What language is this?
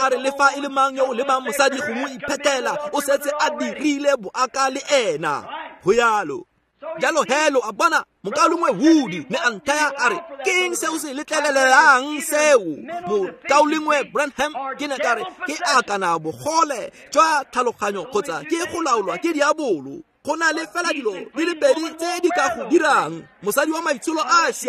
Tswana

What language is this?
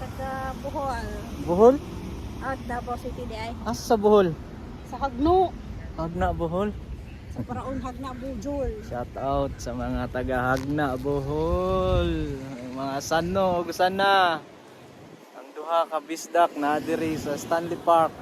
Cebuano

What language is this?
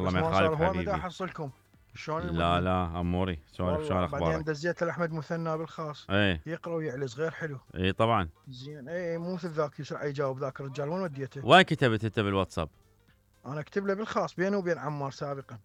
Mesopotamian Arabic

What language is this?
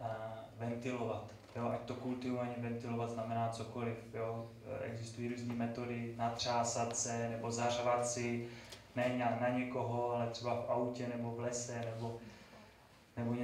Czech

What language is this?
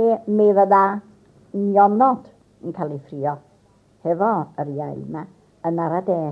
Welsh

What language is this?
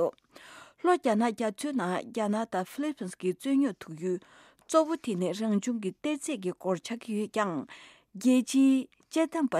Tibetan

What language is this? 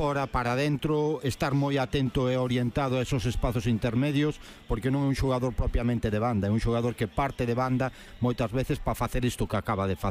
Galician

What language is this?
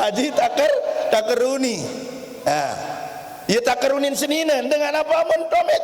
Sasak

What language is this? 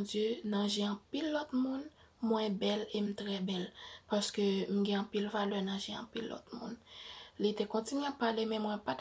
Haitian Creole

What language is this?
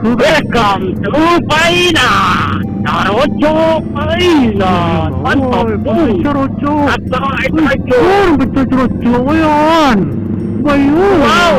Minangkabau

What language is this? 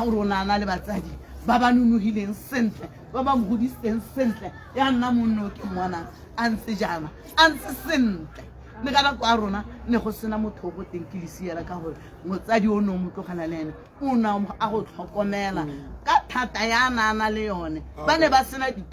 Tswana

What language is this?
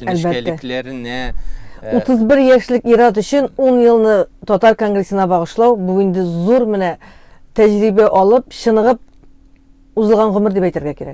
Tatar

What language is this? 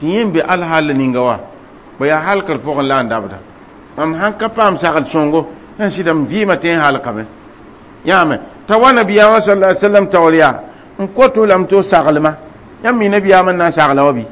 Mossi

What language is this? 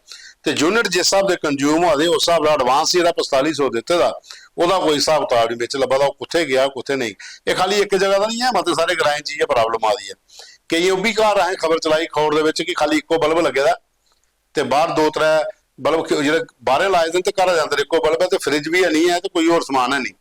Dogri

